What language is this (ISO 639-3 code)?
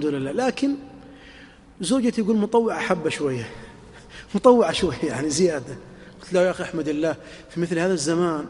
ara